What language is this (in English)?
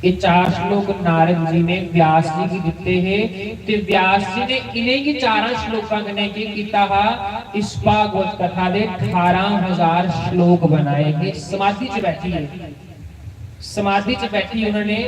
Dogri